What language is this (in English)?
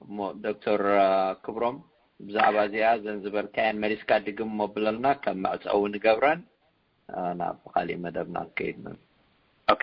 Tigrinya